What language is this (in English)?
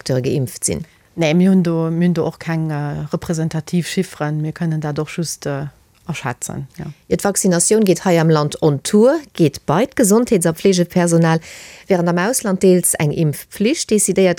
Luxembourgish